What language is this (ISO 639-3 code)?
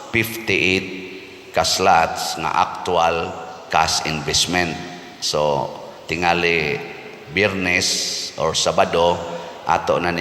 ceb